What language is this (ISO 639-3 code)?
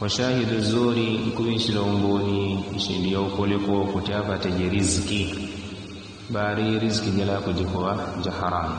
yao